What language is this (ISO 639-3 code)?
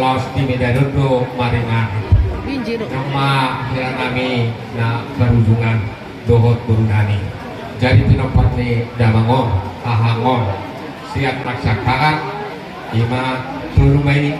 bbc